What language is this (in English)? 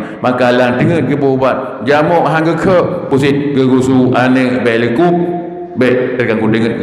Achinese